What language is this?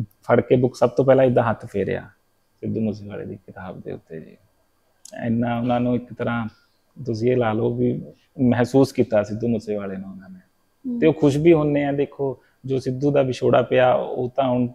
Punjabi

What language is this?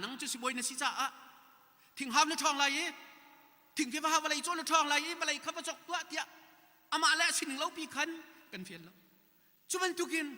Hakha Chin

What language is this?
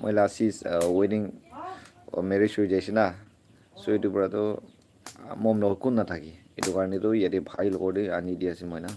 Naga Pidgin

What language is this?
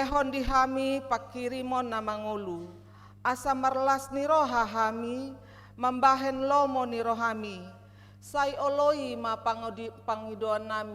Batak Toba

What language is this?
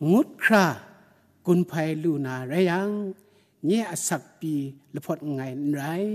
Kachin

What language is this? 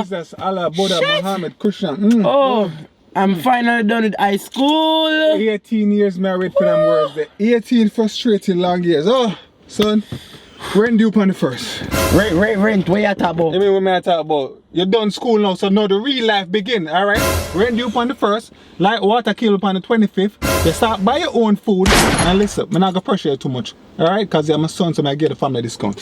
Jamaican Creole English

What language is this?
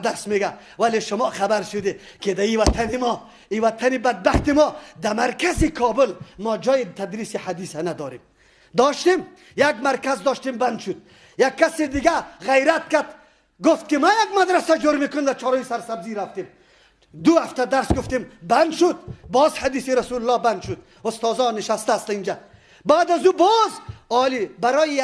Persian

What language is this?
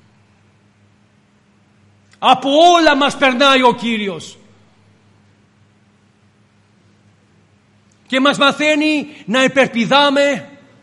Greek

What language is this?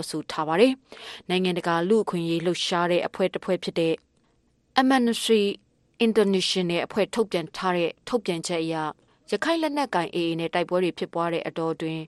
Burmese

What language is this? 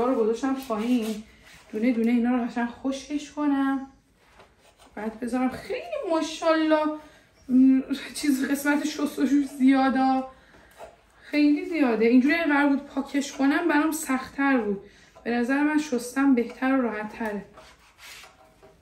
Persian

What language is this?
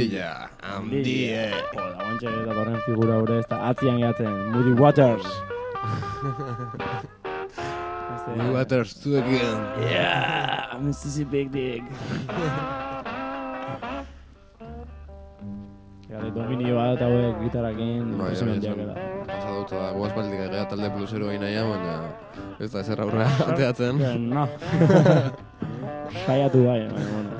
Basque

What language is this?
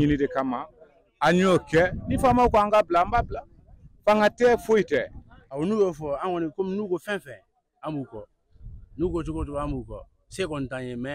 Bambara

